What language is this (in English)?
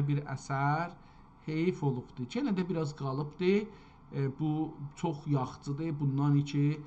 South Azerbaijani